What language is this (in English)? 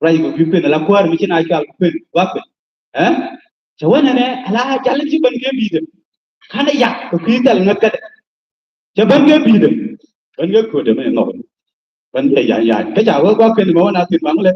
Nuer